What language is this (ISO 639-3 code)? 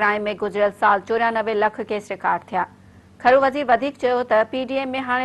snd